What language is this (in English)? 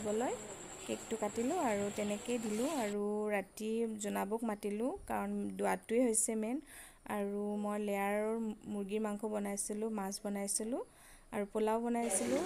Assamese